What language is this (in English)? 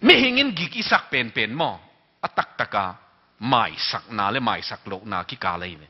Tedim Chin